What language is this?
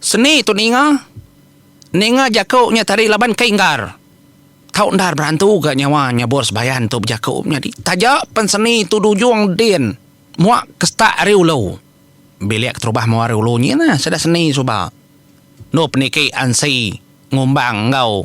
Iban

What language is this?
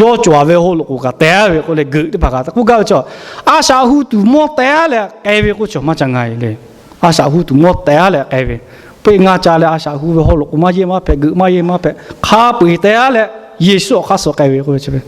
Lahu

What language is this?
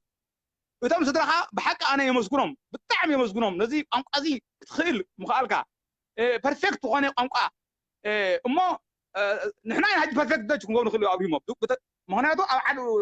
Tigrinya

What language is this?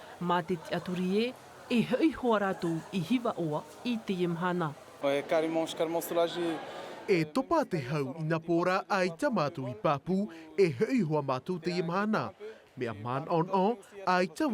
Tahitian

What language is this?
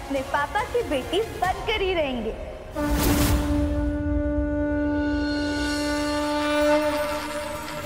Hindi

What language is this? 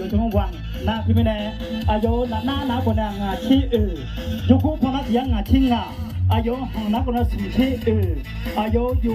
Akha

